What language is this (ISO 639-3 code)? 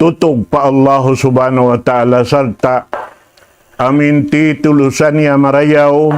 tsg